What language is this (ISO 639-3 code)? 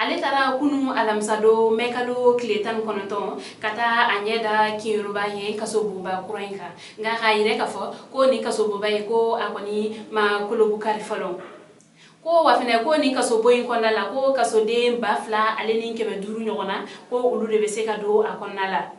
bam